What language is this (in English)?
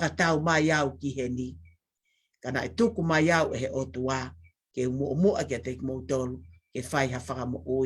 Tongan